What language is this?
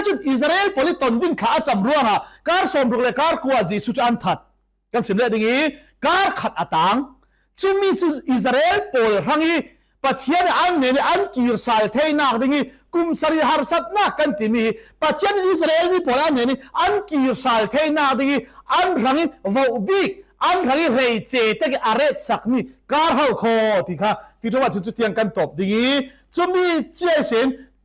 Falam Chin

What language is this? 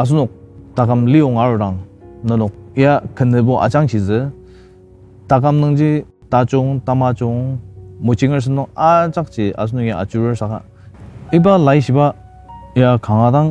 Ao Naga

